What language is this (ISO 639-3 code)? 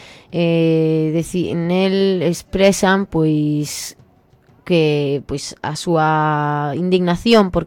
glg